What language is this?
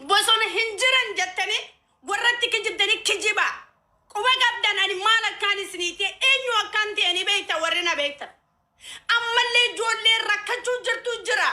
Oromo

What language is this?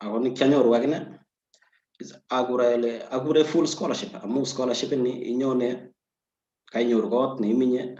Kalenjin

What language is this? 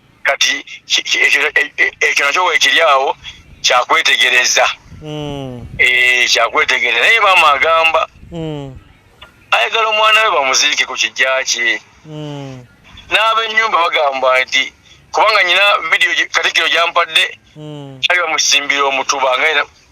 Ganda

